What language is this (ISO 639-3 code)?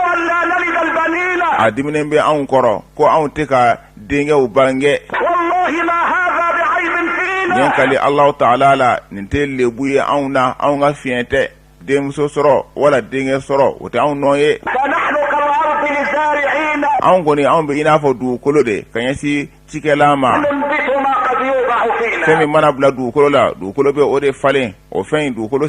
bam